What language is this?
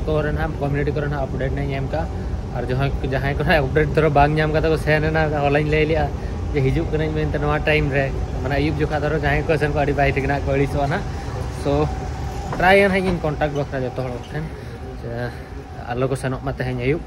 Santali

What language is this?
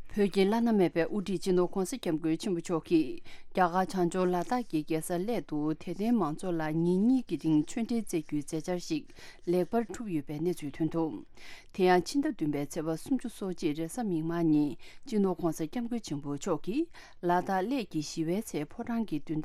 Tibetan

